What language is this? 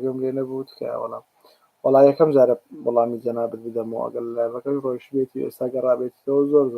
Central Kurdish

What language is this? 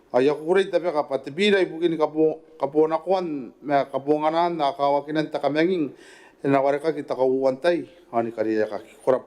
Gilbertese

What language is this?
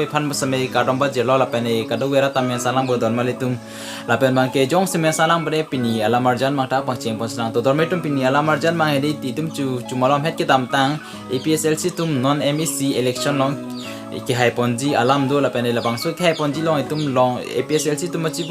Karbi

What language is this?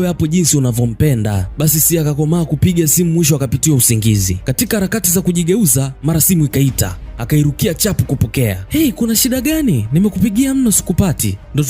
Swahili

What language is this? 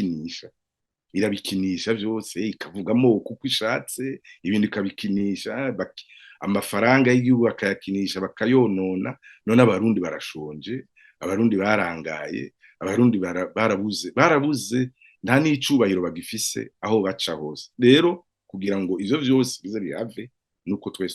Rundi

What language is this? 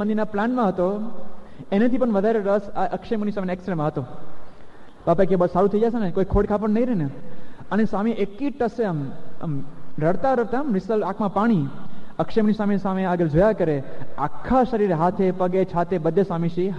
Gujarati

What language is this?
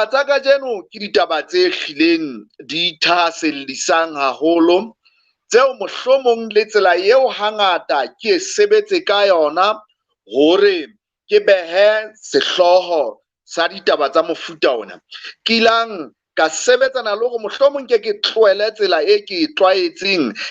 Southern Sotho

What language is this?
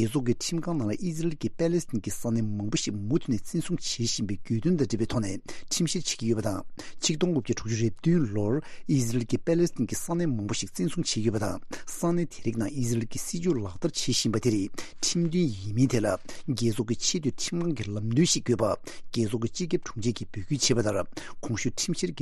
Tibetan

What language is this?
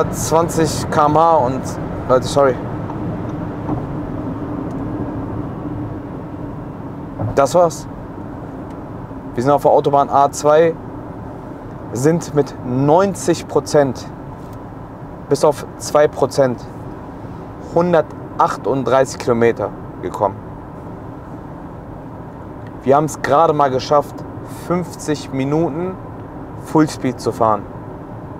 German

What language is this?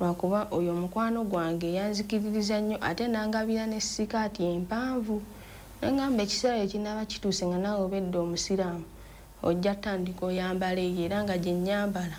Ganda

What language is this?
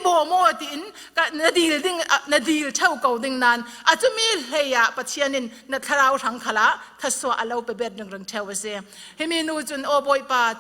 Falam Chin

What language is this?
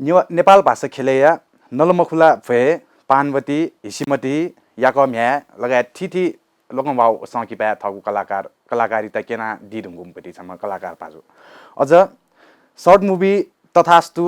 Newari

